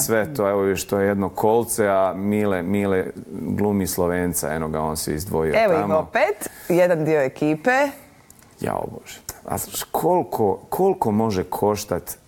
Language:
Bosnian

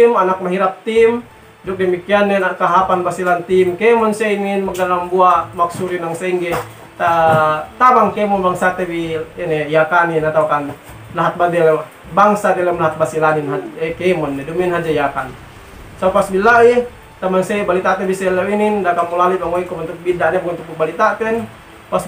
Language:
Yakan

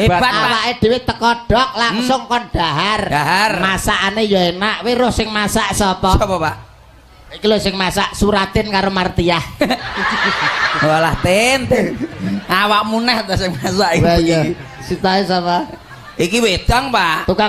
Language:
Javanese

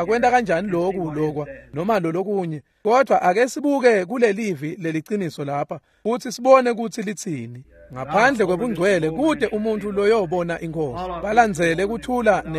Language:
Swati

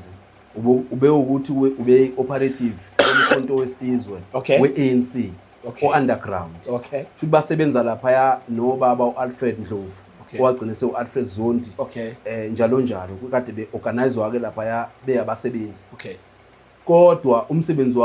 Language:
Zulu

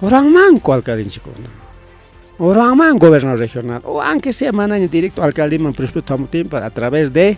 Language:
Ayacucho Quechua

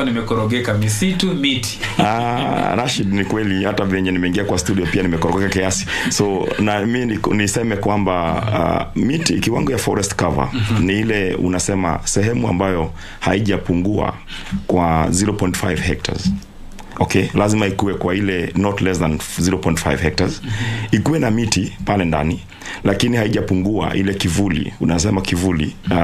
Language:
Swahili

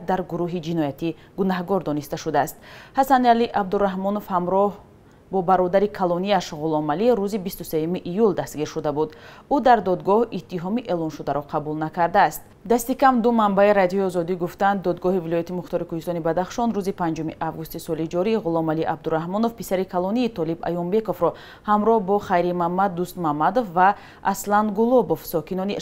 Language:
Tajik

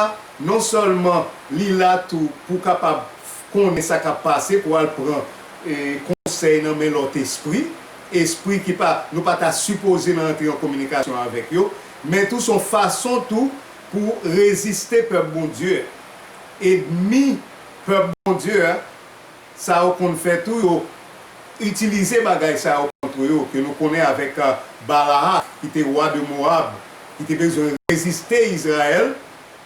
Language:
Haitian Creole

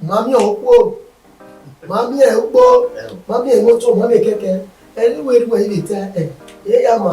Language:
Bini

